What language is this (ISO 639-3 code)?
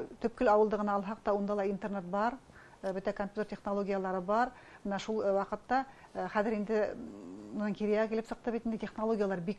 bak